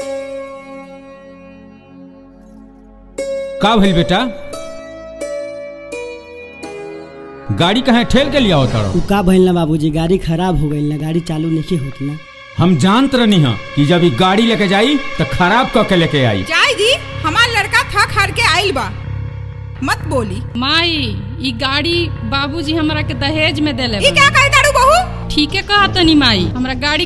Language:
Bhojpuri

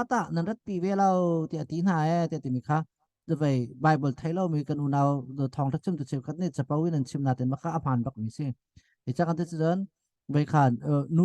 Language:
Hakha Chin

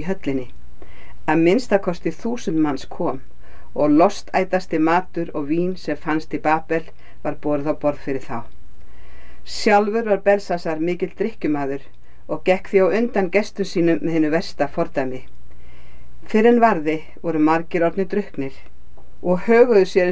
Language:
Icelandic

